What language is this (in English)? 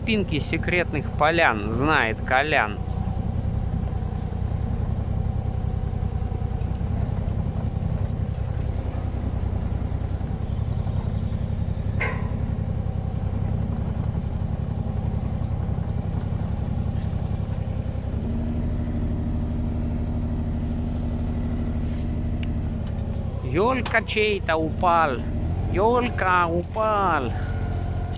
Russian